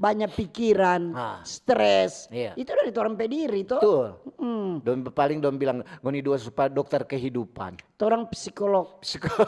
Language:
Manado Malay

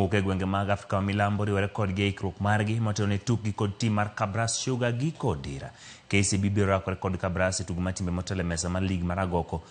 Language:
Luo (Kenya and Tanzania)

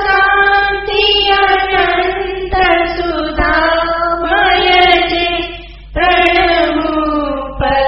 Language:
Gujarati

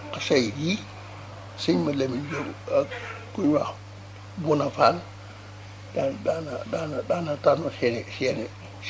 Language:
Wolof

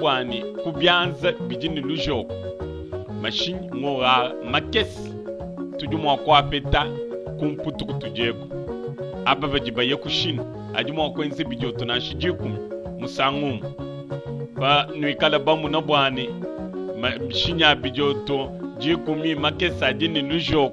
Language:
Luba-Lulua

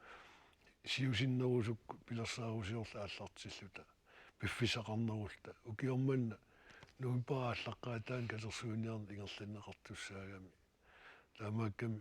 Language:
Kalaallisut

